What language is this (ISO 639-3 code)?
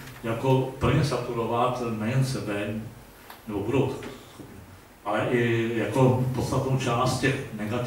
ces